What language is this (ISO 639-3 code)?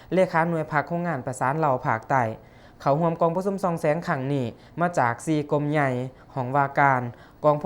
lao